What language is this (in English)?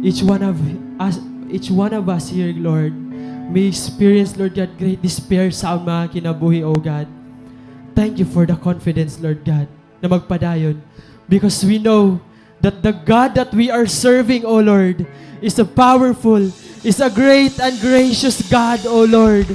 Waray